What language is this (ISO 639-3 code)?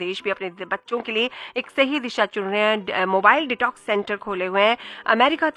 hin